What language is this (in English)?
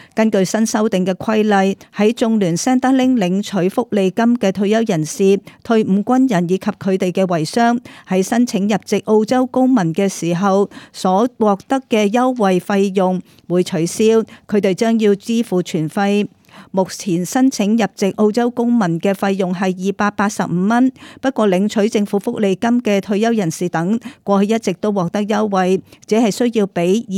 Cantonese